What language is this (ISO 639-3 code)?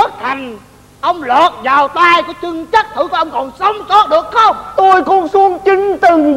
vie